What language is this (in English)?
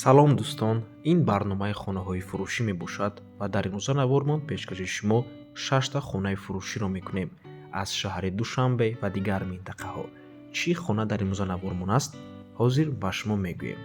Tajik